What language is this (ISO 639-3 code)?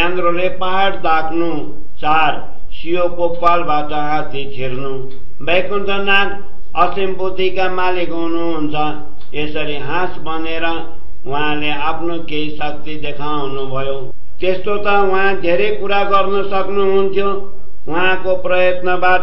nep